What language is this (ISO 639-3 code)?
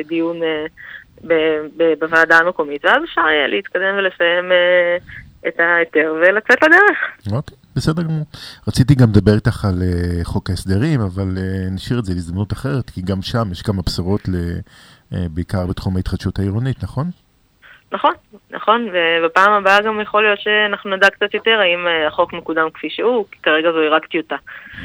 heb